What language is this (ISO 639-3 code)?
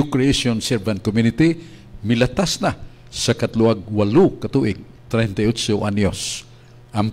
ceb